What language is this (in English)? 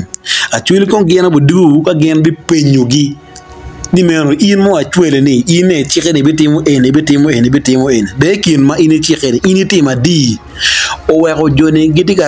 Acoli